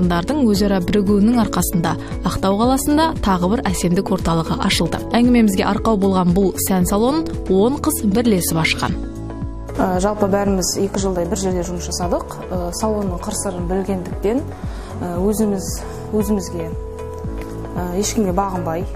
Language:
Kazakh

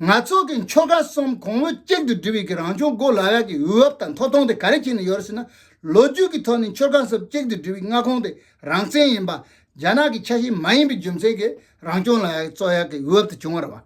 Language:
Tibetan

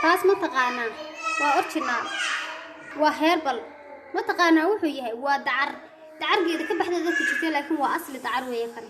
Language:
Somali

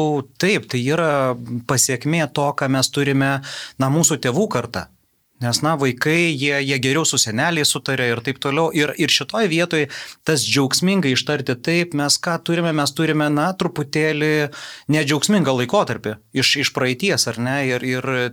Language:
Lithuanian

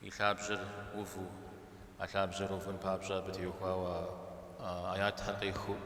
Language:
Kabardian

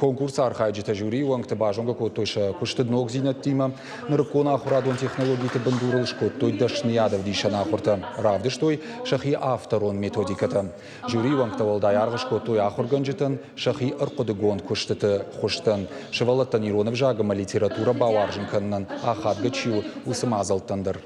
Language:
Ossetic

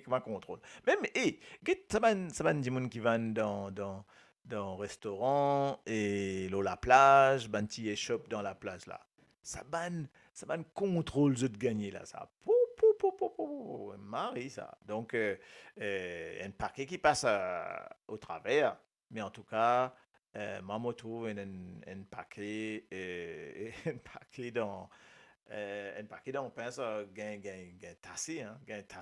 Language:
Morisyen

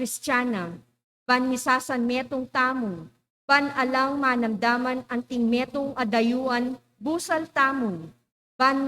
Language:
Pampanga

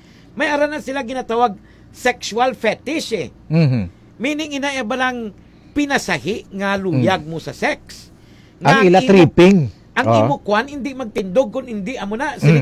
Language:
Hiligaynon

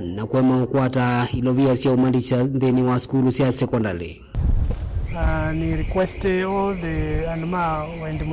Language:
Kamba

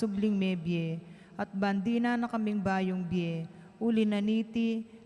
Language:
Pampanga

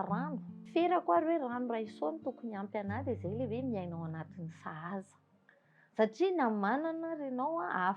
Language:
Malagasy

